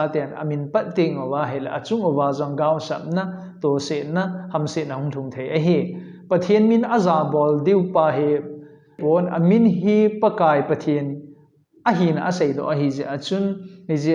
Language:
Thado Chin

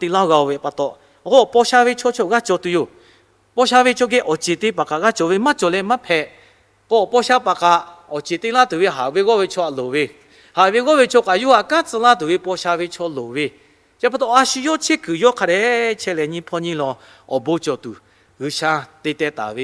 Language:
Lahu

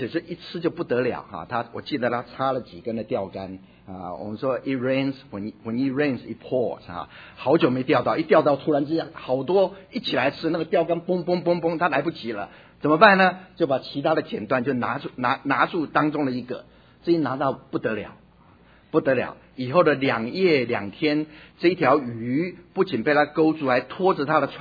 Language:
Chinese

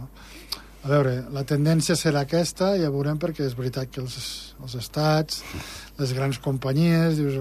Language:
Catalan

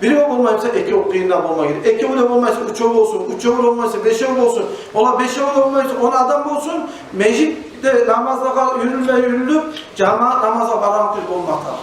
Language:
Kumyk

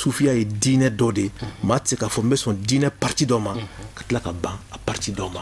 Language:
Bambara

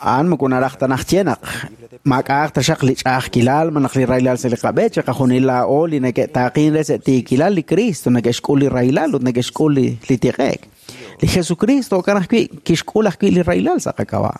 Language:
Kekchí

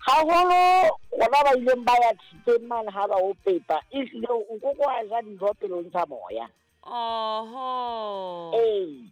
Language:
Southern Sotho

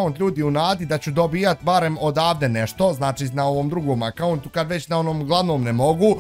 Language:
Bosnian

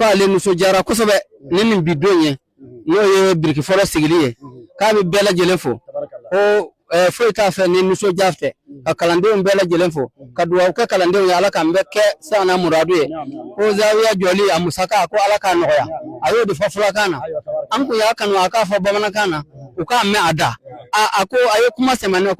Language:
Bambara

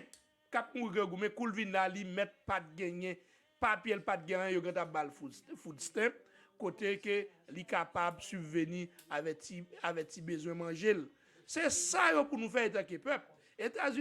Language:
Haitian Creole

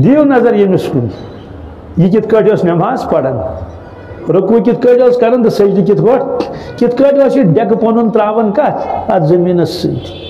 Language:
Kashmiri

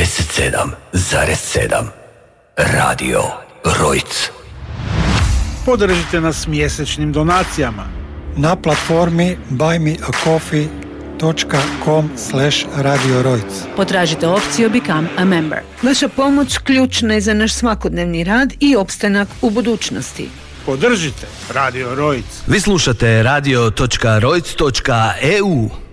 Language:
Croatian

